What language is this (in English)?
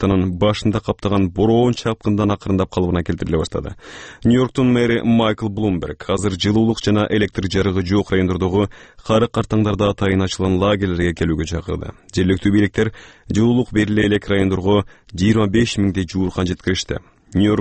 Kyrgyz